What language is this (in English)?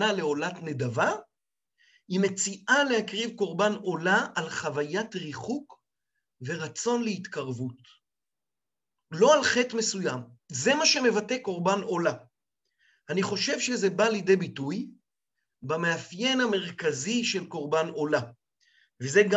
Hebrew